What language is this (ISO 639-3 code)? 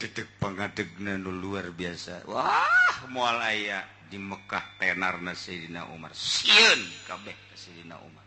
sun